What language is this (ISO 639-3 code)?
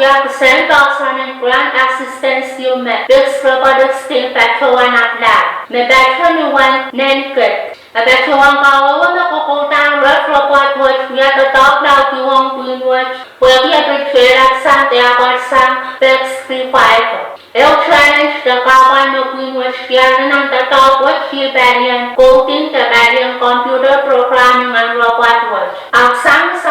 pon